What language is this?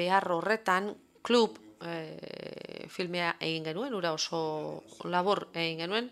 Basque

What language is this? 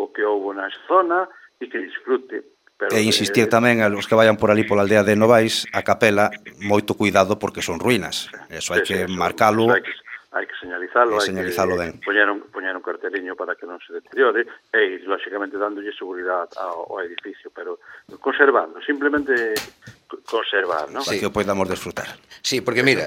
Galician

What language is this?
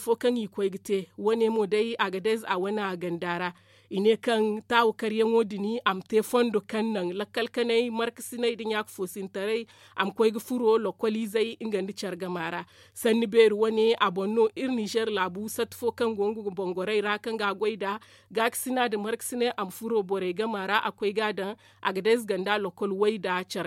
Zarma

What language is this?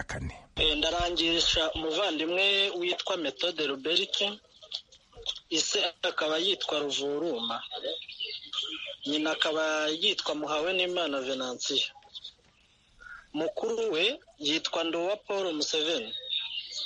Kinyarwanda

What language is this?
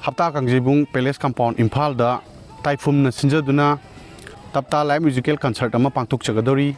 Manipuri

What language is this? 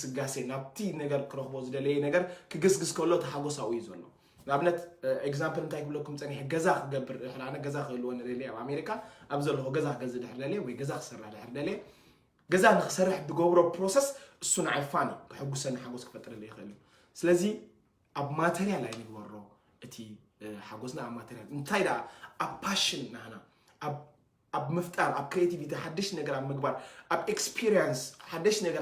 Tigrinya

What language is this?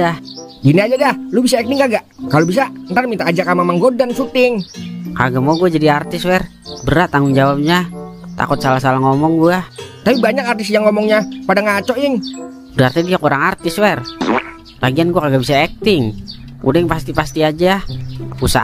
Betawi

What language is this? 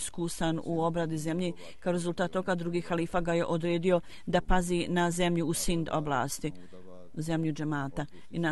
Bosnian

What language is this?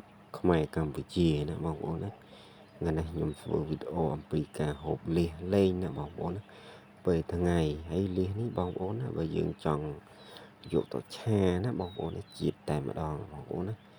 Khmer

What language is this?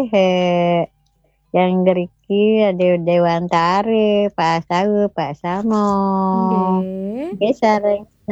Balinese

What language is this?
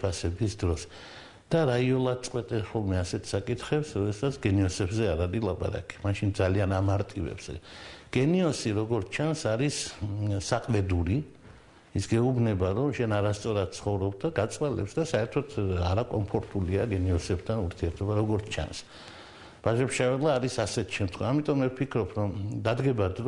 Georgian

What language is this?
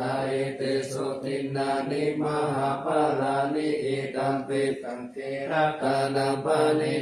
Pali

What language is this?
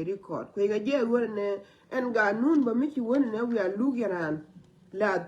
Nuer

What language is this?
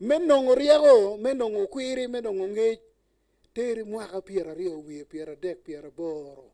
Acoli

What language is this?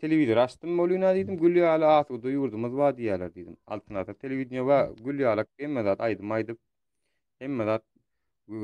Turkmen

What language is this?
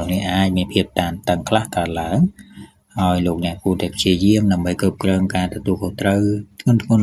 Khmer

